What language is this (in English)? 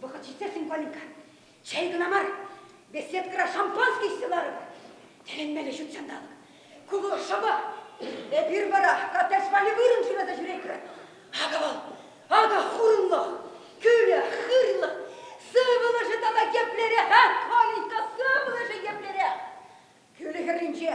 Chuvash